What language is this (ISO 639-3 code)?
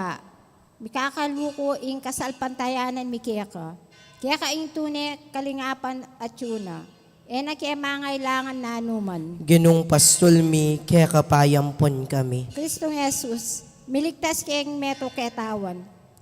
pam